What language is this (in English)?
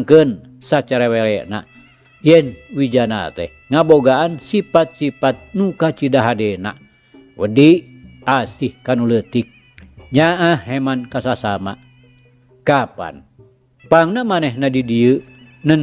Sundanese